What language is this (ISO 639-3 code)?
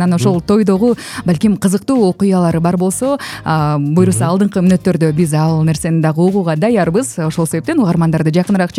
kir